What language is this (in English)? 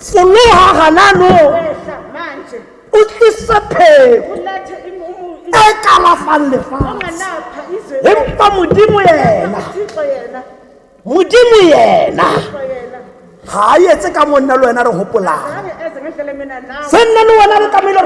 Tswana